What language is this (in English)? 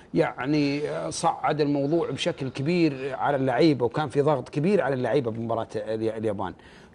Arabic